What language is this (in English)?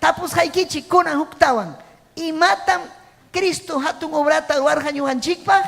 Ayacucho Quechua